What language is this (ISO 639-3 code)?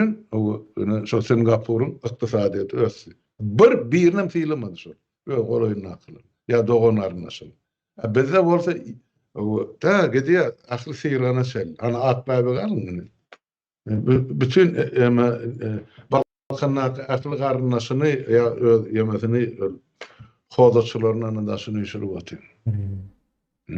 tuk